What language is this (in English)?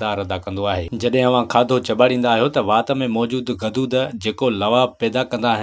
Sindhi